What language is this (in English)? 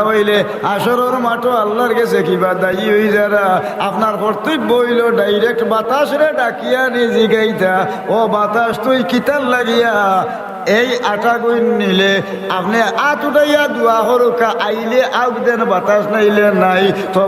Sylheti